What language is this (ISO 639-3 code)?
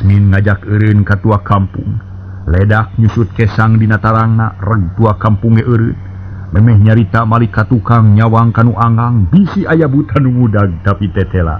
sun